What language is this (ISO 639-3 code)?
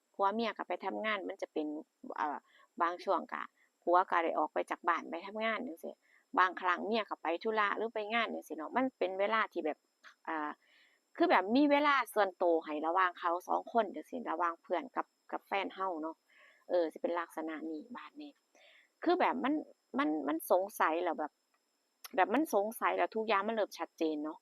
tts